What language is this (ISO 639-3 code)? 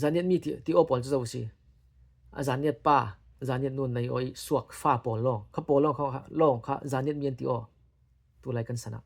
cfm